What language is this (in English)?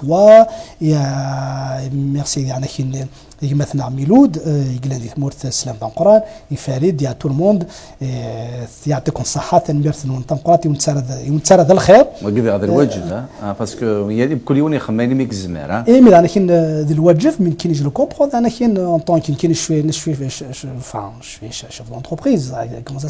Kabyle